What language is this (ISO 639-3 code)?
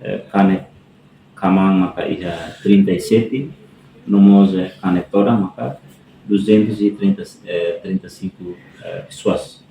tet